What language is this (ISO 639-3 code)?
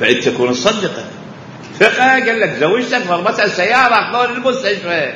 acm